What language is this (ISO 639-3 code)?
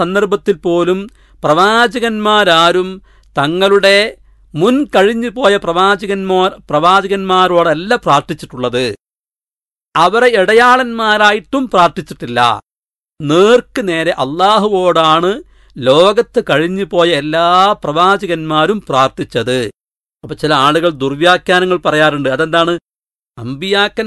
mal